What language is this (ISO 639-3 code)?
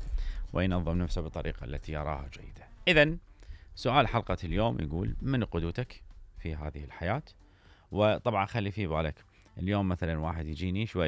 acm